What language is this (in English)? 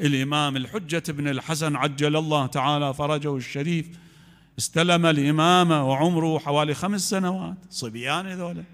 Mesopotamian Arabic